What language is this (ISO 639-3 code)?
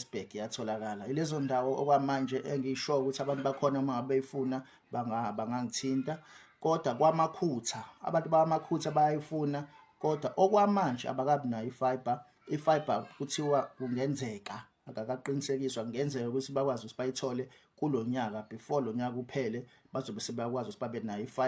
zul